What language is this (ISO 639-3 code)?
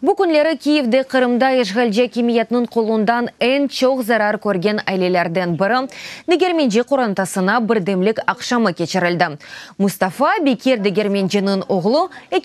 crh